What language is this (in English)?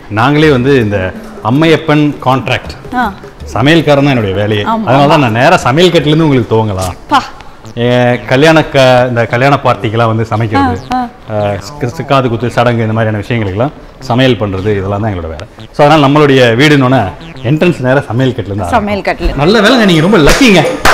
Tamil